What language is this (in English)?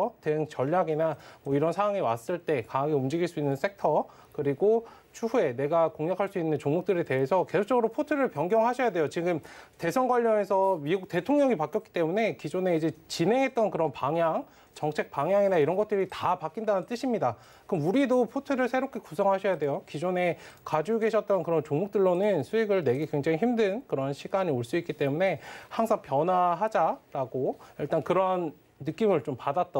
Korean